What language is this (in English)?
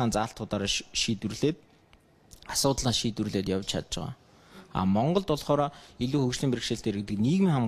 Mongolian